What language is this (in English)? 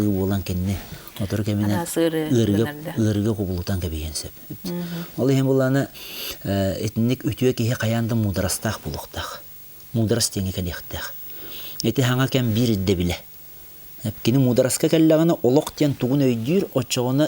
Yakut